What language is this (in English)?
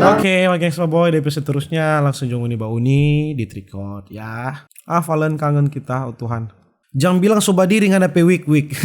Manado Malay